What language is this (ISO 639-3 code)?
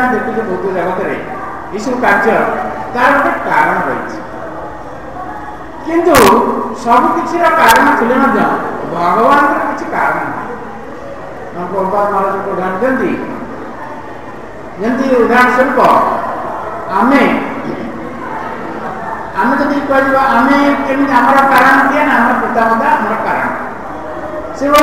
ori